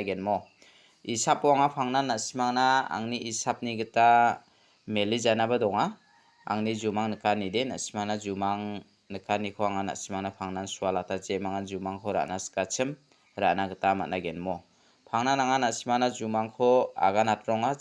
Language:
Garo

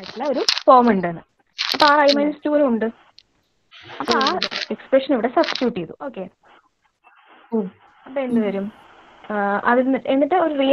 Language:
Malayalam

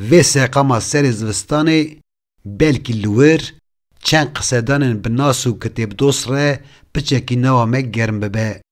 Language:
Kurdish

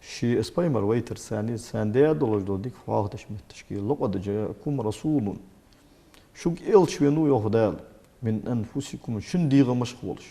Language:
Ingush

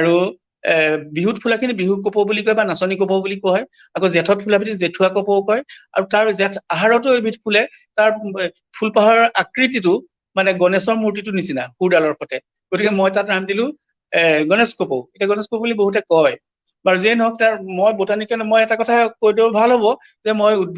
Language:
Assamese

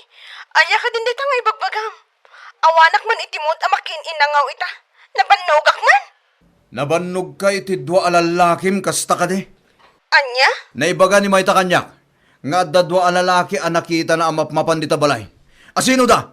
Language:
Iloko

